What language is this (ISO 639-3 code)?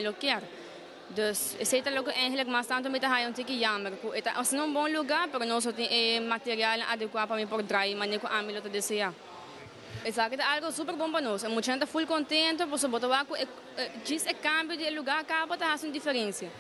pap